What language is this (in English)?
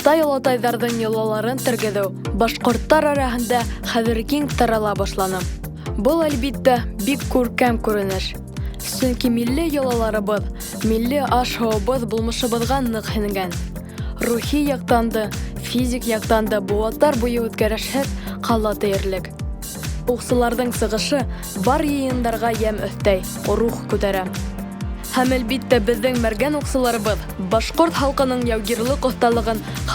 Bashkir